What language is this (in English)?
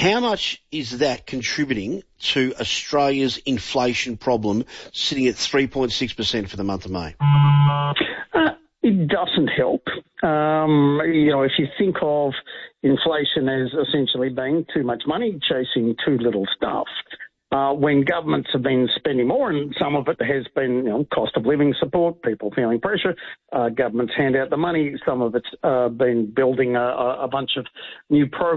English